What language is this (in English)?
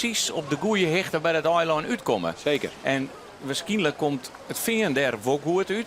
Western Frisian